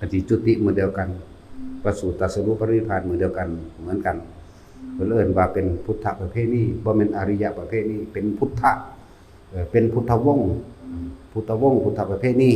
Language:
Northeastern Thai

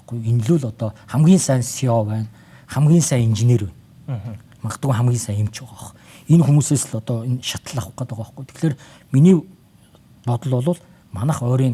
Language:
Mongolian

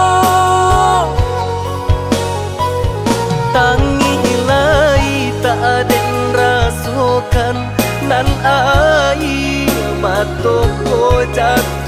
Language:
Minangkabau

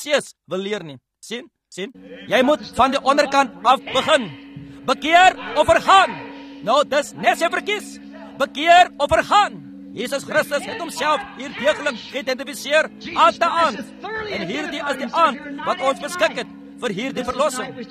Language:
Afrikaans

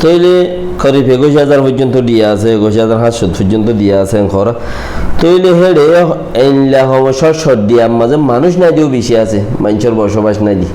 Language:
Rohingya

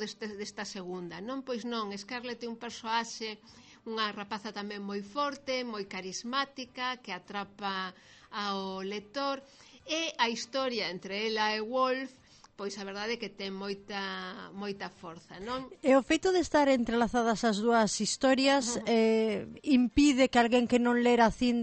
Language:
Galician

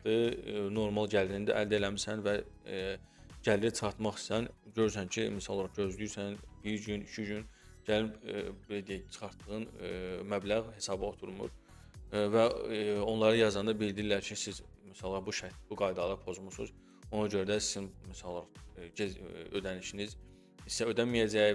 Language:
Azerbaijani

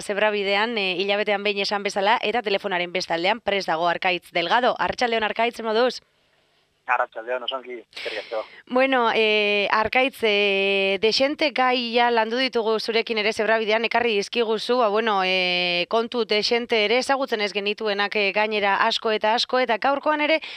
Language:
Basque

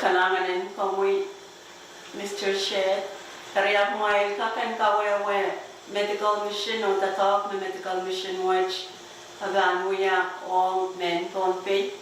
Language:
Pohnpeian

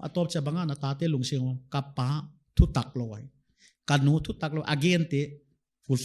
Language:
Paite Chin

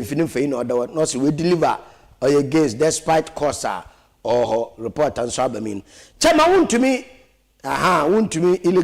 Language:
Akan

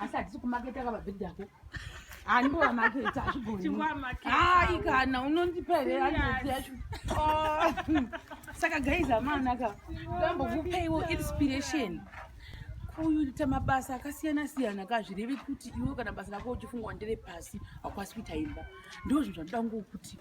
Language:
Shona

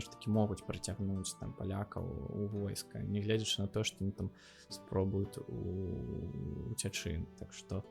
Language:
Belarusian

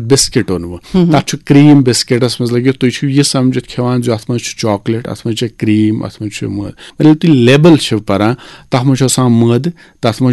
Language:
Kashmiri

